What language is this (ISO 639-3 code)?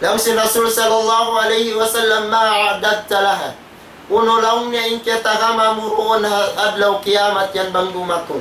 tsg